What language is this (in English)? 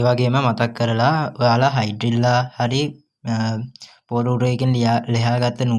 Sinhala